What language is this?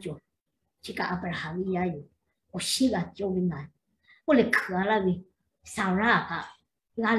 Lahu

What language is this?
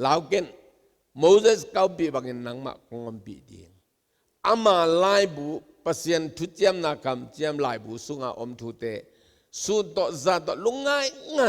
Tedim Chin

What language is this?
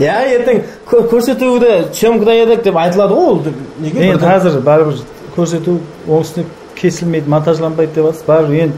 Kara-Kalpak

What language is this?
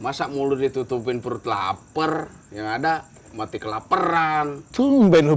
Betawi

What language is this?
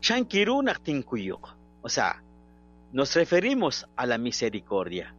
Kekchí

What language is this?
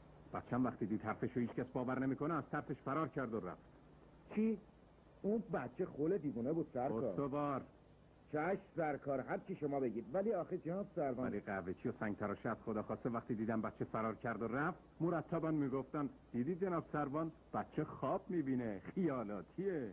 Persian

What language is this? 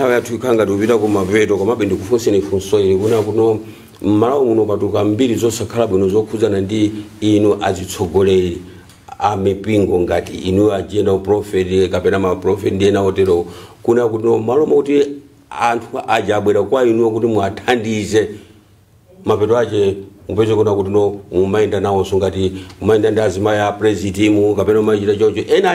Nyanja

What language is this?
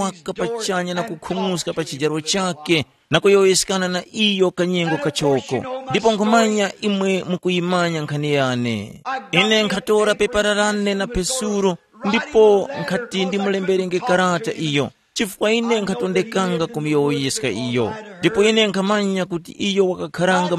Tumbuka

